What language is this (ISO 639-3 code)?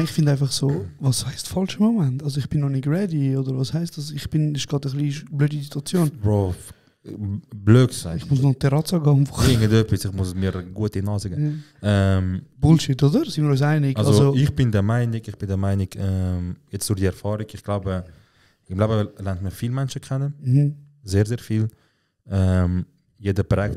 gsw